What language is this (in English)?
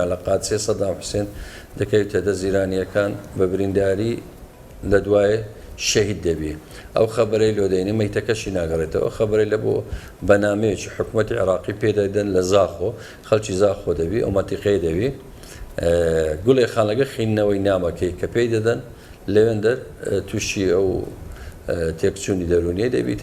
Central Kurdish